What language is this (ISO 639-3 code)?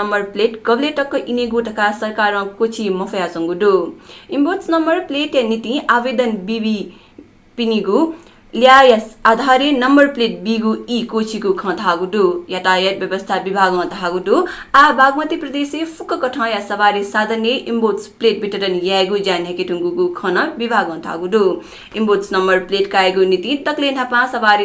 new